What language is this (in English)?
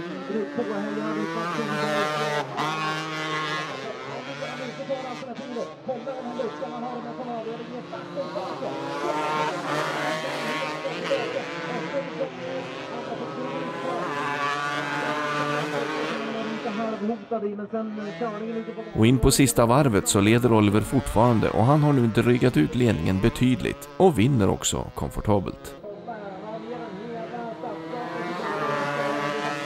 Swedish